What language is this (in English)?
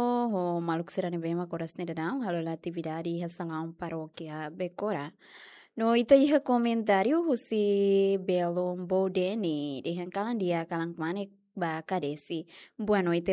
Tetum